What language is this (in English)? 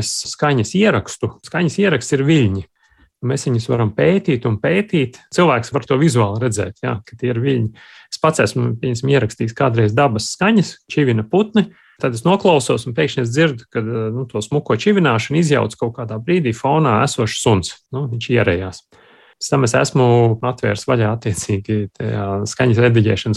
Latvian